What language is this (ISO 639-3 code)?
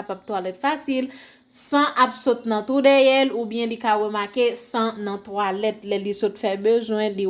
hat